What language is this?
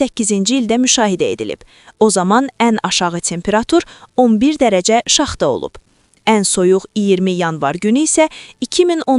Azerbaijani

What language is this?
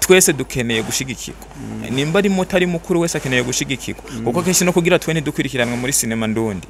Rundi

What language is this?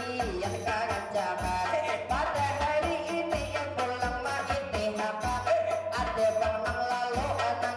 Banjar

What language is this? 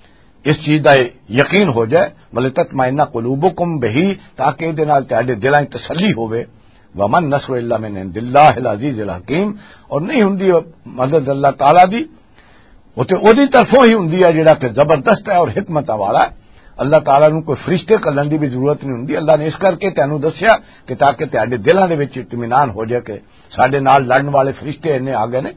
Western Panjabi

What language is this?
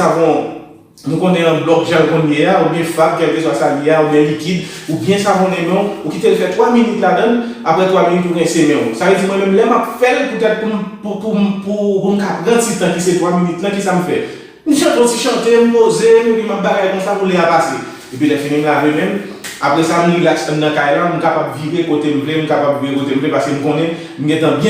Haitian Creole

